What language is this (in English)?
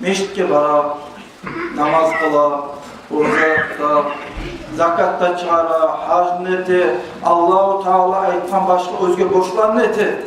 Kumyk